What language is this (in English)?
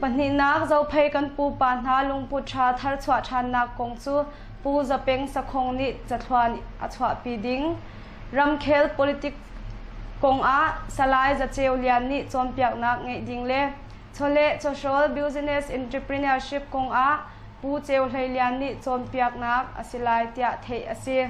Hakha Chin